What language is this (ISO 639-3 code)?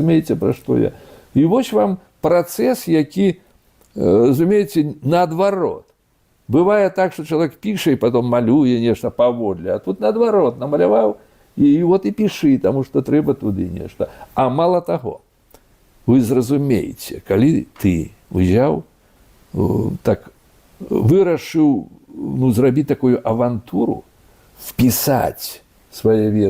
bel